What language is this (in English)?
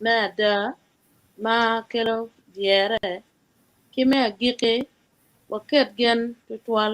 Acoli